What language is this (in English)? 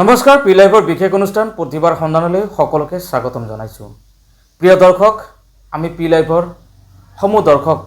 Assamese